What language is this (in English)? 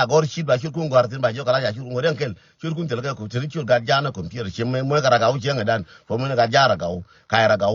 Nuer